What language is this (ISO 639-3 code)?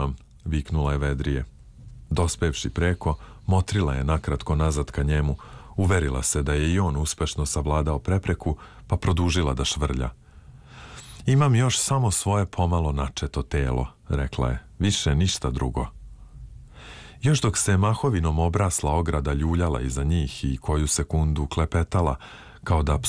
srp